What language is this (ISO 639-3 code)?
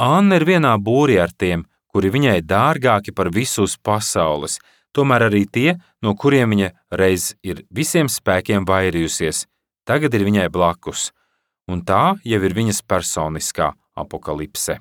lav